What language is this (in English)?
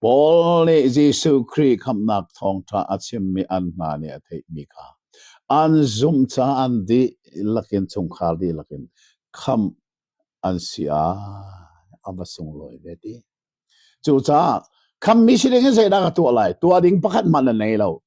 Hakha Chin